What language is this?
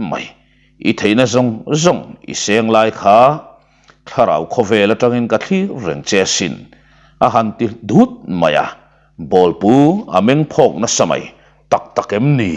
Mizo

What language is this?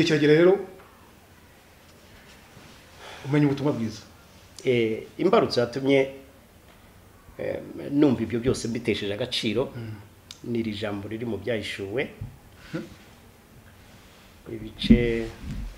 Kinyarwanda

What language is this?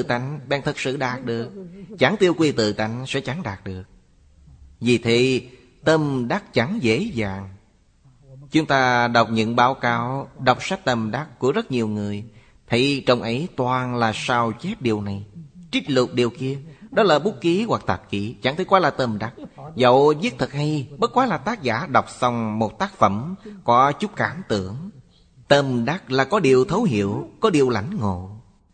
Vietnamese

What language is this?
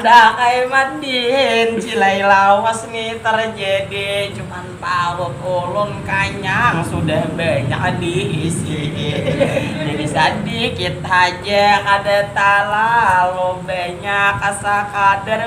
Banjar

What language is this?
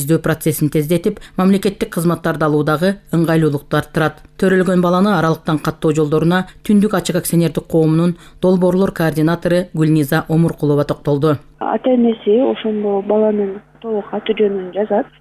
Kyrgyz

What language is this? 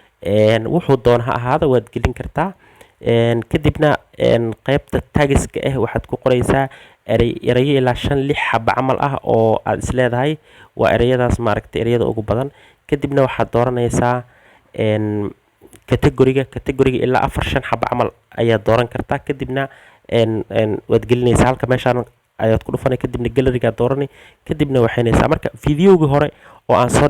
Somali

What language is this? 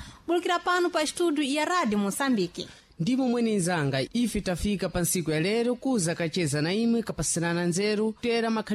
Sena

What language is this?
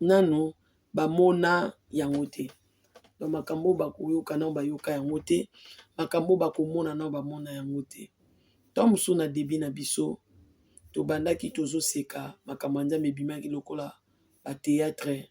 Lingala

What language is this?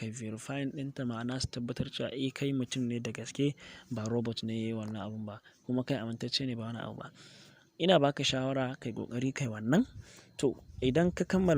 Hausa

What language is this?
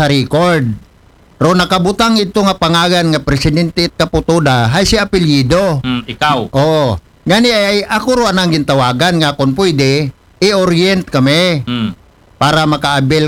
Aklanon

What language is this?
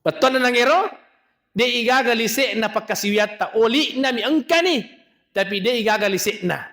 Buginese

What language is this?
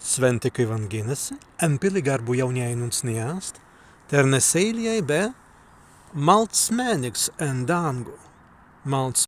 Prussian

